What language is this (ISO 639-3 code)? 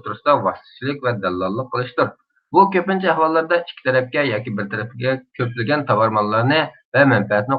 uig